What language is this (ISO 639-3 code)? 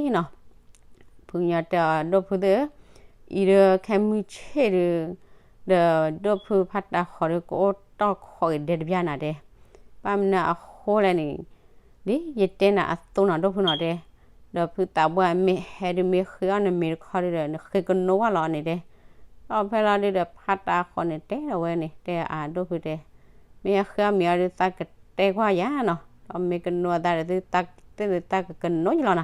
ksw